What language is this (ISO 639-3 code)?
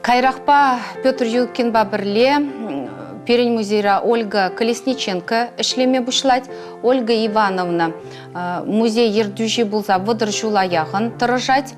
chv